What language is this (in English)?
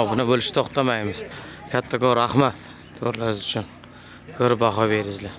Uzbek